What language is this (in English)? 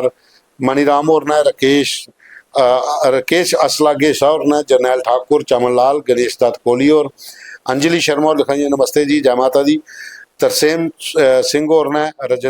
Dogri